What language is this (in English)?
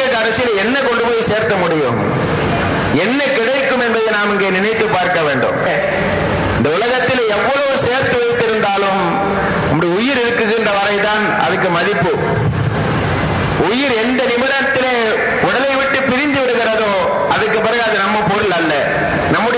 Tamil